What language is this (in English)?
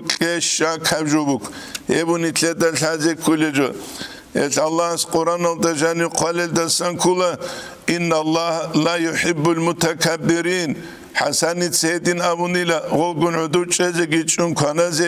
Avaric